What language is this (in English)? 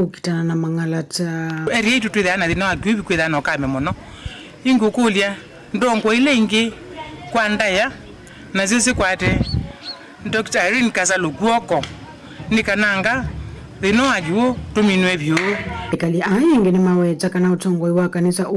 Kamba